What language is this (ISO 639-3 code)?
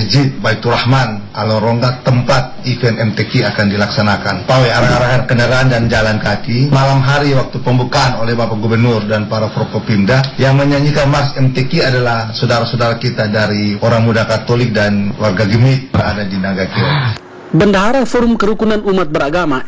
ind